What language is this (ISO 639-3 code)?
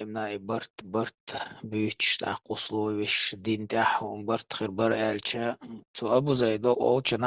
che